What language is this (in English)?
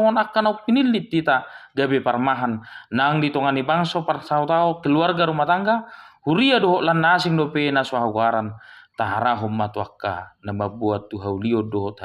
Batak Toba